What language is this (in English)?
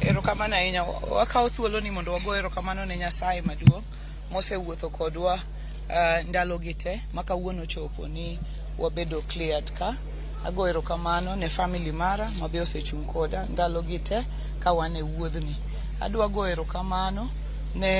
Luo (Kenya and Tanzania)